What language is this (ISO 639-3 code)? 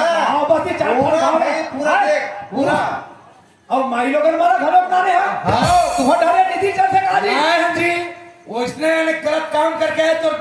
hne